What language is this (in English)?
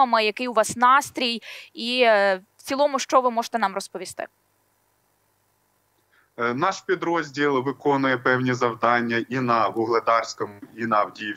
Ukrainian